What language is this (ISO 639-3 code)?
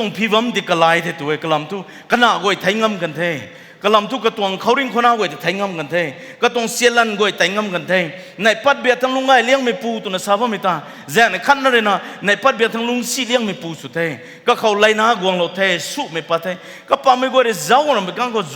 nbu